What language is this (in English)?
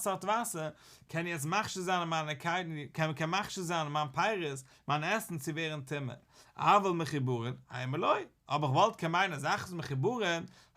Yiddish